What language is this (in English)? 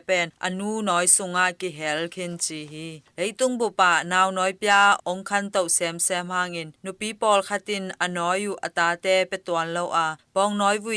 Tedim Chin